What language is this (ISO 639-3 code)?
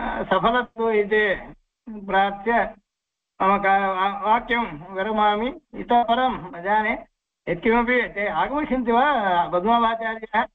san